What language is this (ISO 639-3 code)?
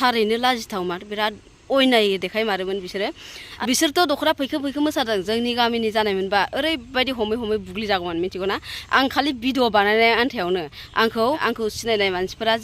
brx